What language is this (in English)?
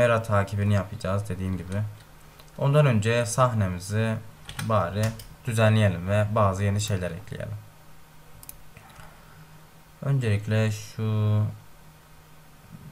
Turkish